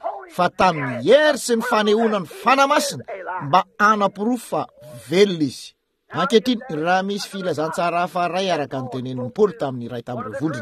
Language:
Malagasy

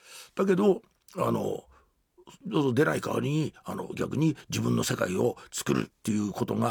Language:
Japanese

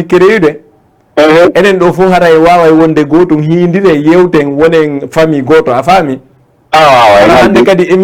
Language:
Fula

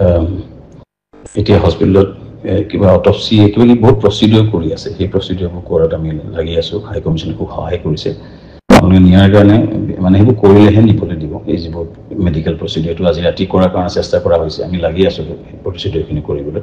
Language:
Assamese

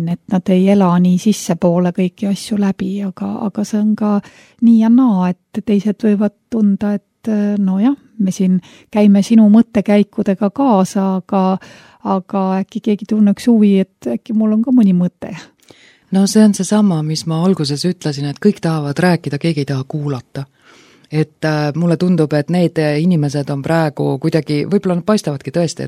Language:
Estonian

